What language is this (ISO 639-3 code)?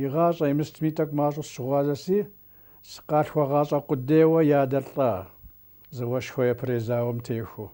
kbd